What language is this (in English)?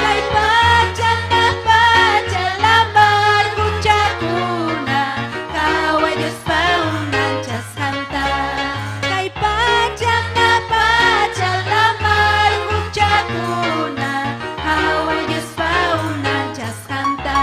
Ayacucho Quechua